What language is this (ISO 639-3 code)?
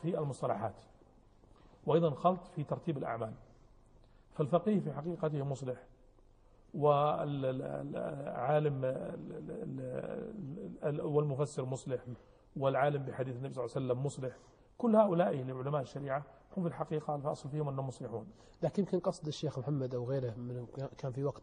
ara